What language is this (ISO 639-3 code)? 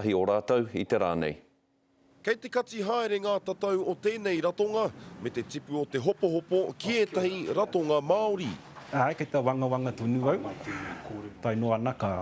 mri